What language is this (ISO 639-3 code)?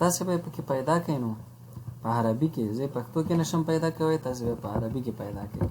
pus